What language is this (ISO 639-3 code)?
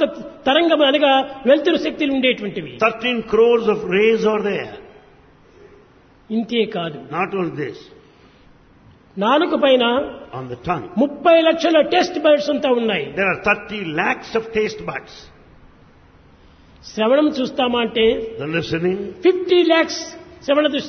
tel